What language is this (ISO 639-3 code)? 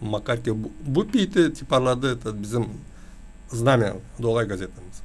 gag